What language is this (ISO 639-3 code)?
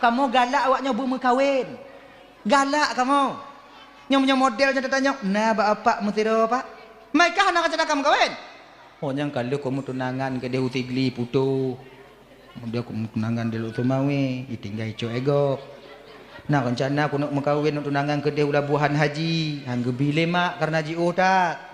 ace